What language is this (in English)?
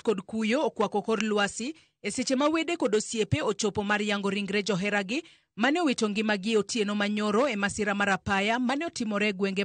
Luo (Kenya and Tanzania)